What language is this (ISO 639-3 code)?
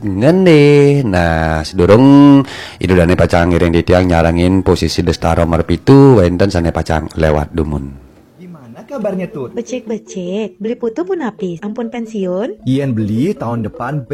ban